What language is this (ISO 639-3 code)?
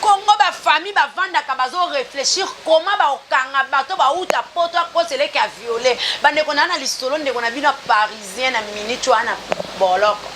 lin